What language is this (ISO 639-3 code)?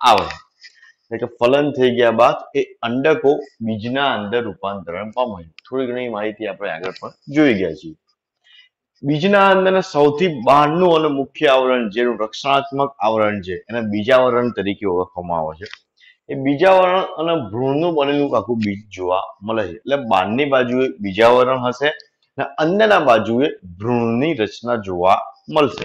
guj